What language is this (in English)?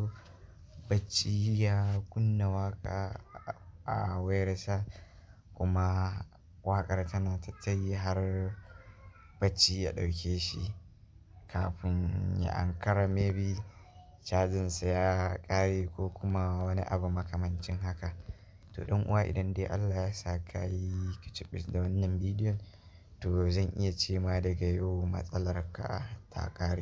Hausa